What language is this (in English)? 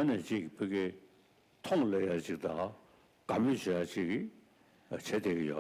Tibetan